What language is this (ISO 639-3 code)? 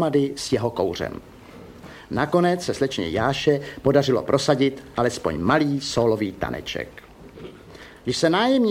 ces